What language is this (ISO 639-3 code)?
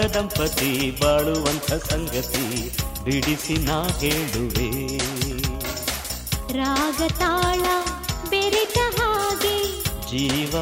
kan